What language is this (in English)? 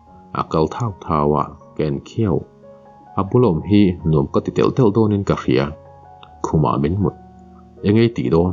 Mizo